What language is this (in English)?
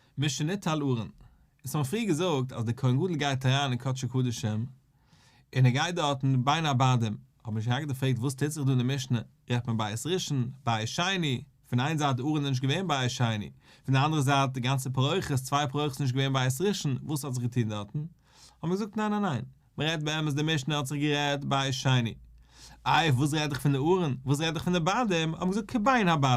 Yiddish